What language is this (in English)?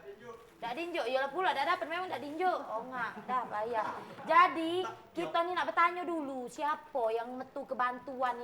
Musi